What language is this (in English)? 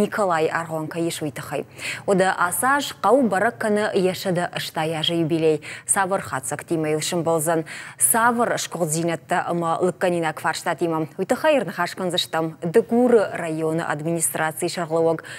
Ossetic